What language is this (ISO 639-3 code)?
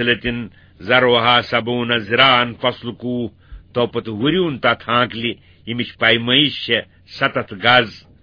kas